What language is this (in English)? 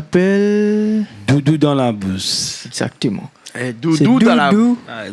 Réunion Creole French